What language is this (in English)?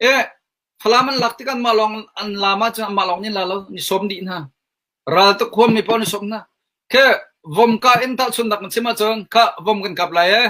Hakha Chin